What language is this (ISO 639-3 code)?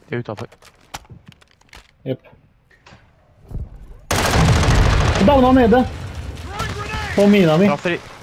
nor